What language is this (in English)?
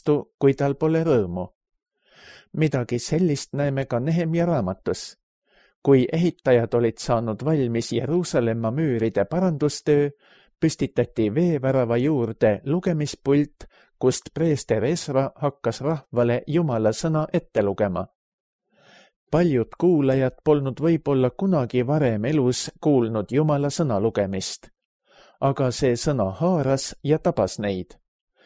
Estonian